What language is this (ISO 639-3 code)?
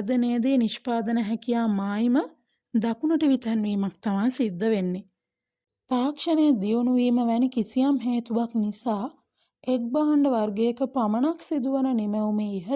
sin